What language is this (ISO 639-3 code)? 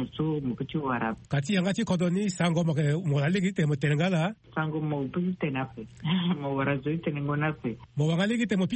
sag